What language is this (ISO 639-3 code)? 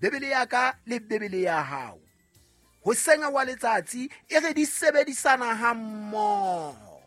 sot